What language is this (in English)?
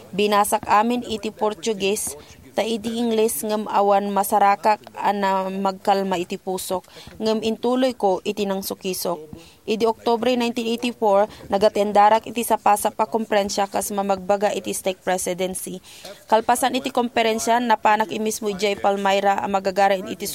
Iloko